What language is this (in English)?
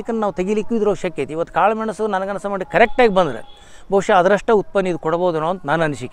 Kannada